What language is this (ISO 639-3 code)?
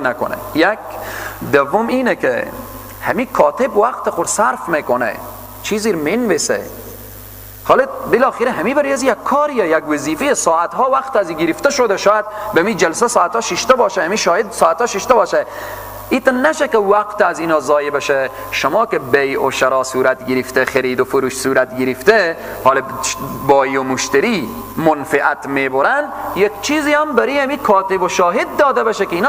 fas